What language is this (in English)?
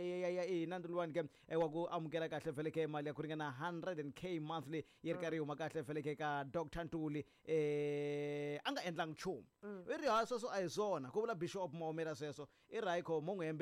Tsonga